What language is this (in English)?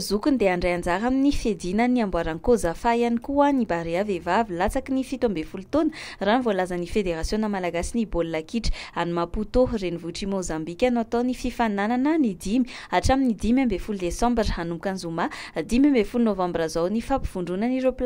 Malagasy